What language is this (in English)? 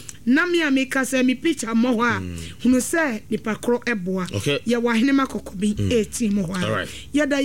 Akan